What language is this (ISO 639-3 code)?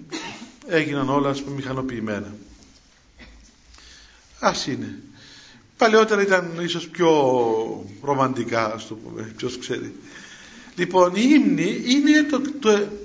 ell